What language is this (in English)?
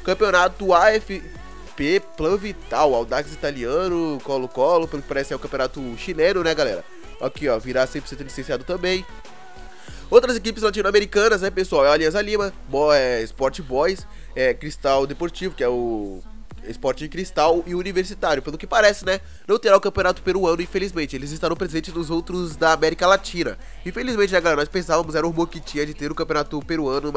Portuguese